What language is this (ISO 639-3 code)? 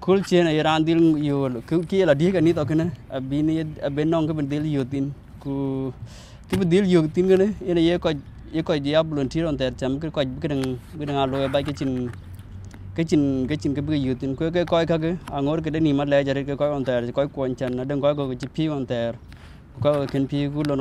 din